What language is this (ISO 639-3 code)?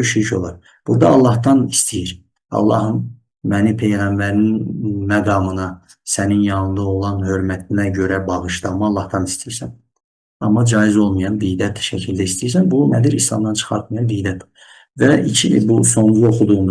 aze